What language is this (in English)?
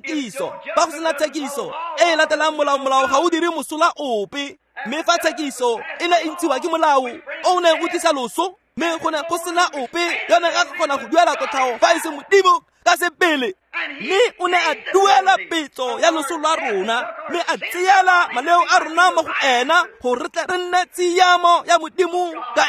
Tswana